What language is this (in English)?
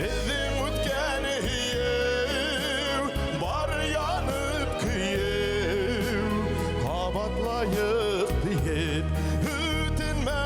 Bashkir